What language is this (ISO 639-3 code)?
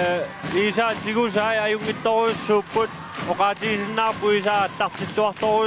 kal